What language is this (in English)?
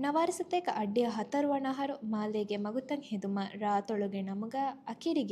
Divehi